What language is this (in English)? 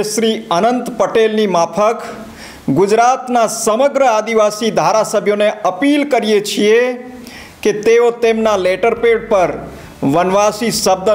Gujarati